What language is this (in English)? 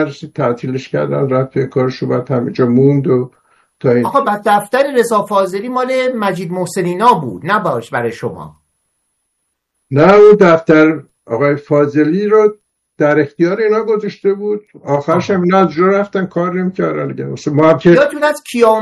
Persian